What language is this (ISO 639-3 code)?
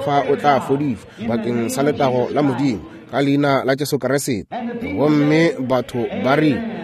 nso